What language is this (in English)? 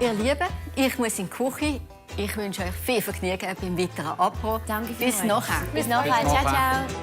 Swiss German